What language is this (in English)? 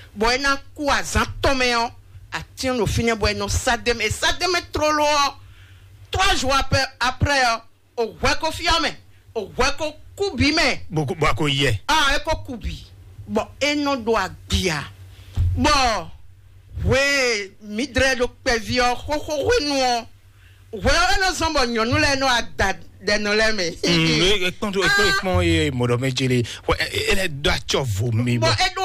Fon